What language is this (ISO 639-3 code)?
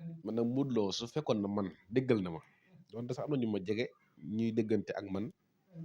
wol